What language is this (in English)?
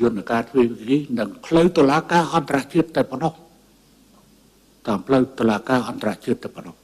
Khmer